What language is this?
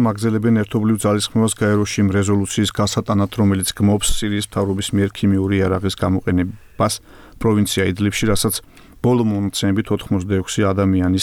Georgian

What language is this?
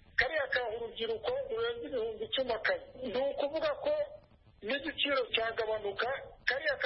Kinyarwanda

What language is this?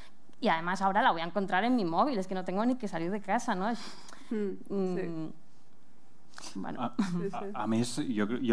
Catalan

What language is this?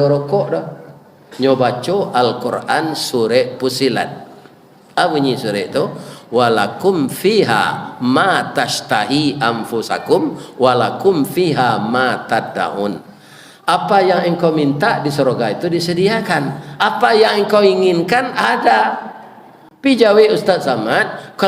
Minangkabau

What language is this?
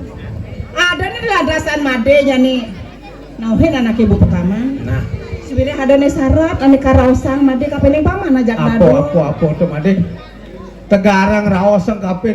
Balinese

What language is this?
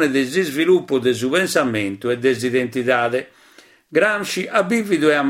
Sardinian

